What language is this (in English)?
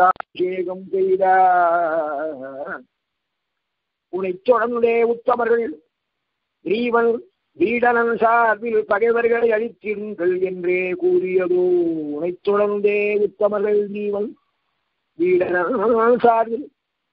Tamil